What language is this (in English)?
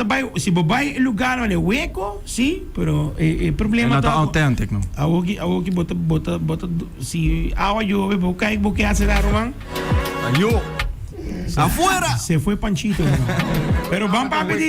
Papiamento